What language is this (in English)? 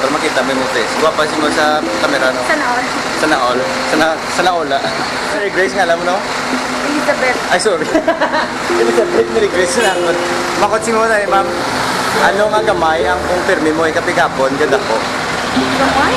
Hiligaynon